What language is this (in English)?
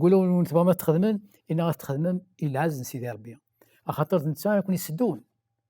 Kabyle